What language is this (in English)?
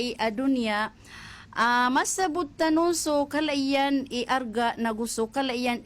Maranao